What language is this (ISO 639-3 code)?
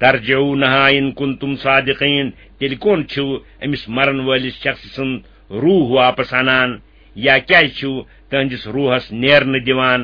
kas